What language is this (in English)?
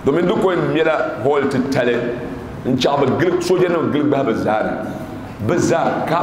Dagbani